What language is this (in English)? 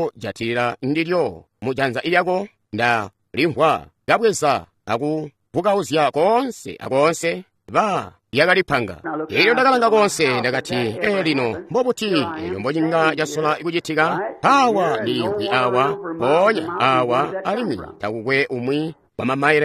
Tonga (Zambia)